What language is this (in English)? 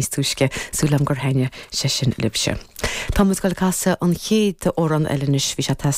Irish